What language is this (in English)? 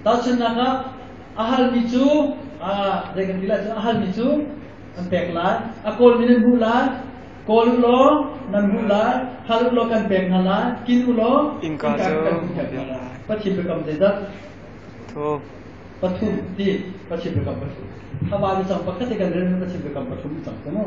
Hakha Chin